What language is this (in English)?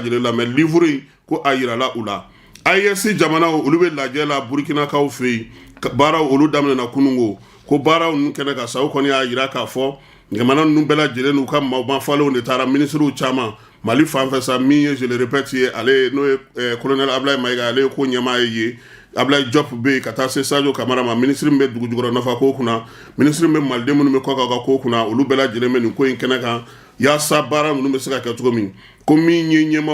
Bambara